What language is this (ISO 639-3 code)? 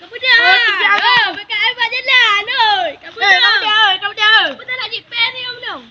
ace